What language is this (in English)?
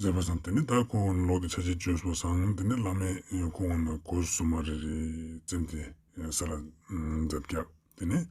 Ladakhi